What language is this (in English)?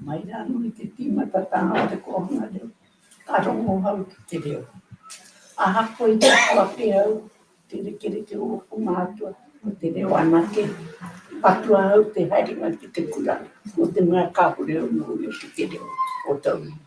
Māori